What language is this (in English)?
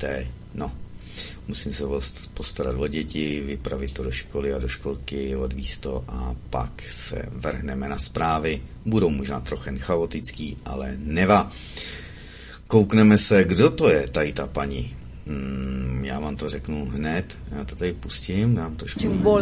Czech